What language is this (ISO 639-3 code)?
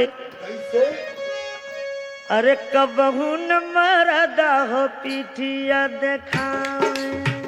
bho